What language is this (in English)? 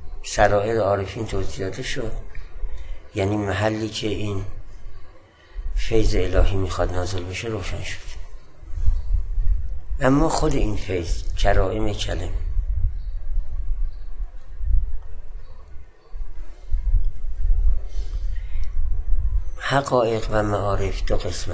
Persian